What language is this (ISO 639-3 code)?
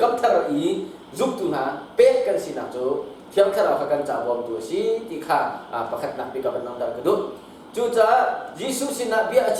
cnh